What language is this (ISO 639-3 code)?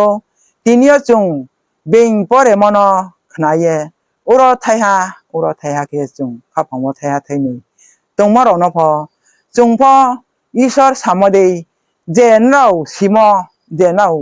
ria